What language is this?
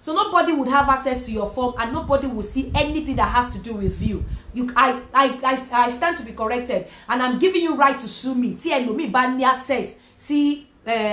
Yoruba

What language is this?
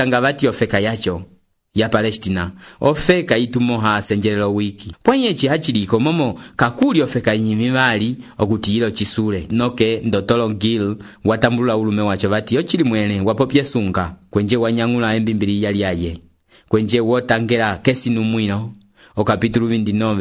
Umbundu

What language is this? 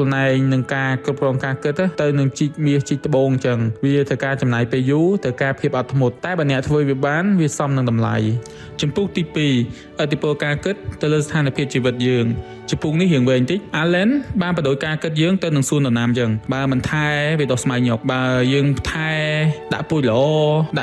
Khmer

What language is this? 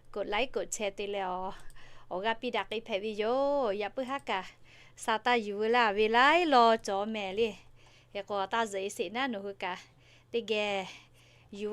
Lahu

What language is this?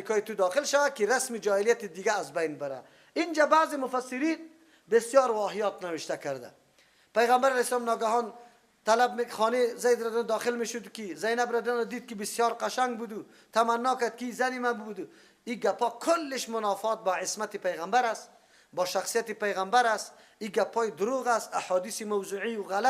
Persian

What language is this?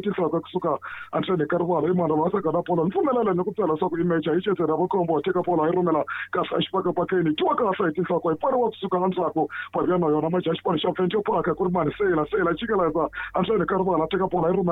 Tsonga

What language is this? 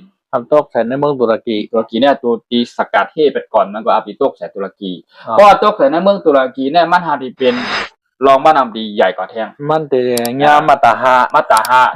Shan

